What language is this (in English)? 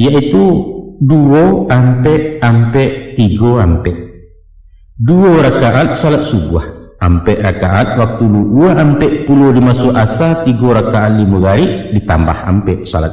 Minangkabau